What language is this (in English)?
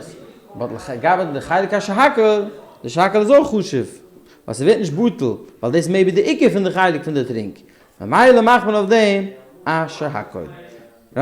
Yiddish